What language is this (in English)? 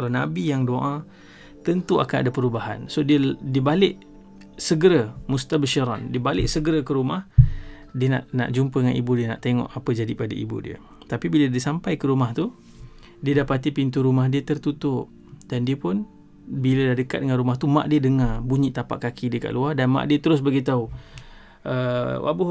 Malay